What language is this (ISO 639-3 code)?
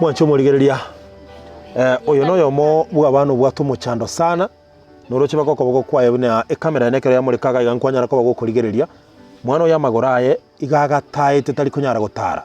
guz